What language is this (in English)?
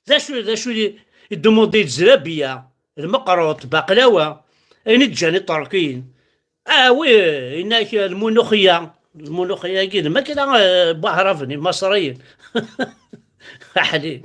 Kabyle